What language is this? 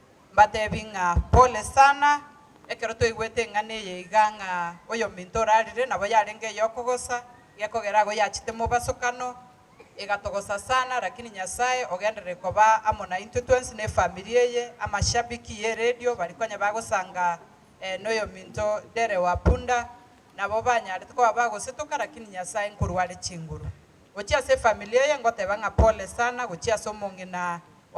Gusii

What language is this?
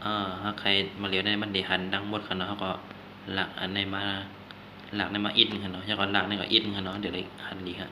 Shan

